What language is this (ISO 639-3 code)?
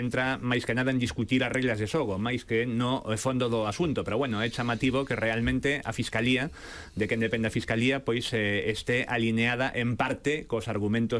glg